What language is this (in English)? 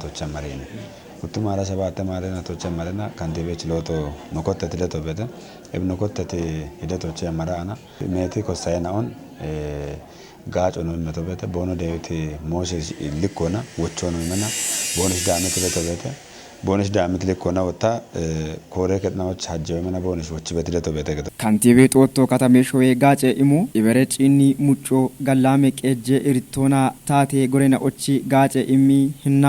Kafa